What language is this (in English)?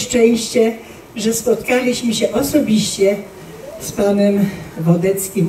Polish